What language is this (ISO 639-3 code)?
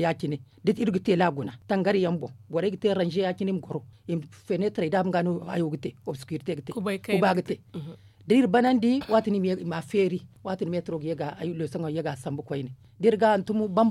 dje